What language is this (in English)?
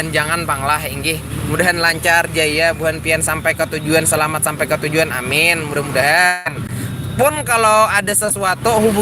Banjar